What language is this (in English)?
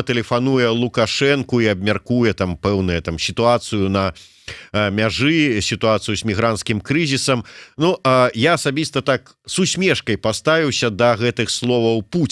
Belarusian